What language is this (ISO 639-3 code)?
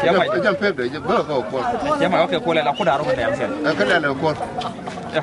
nus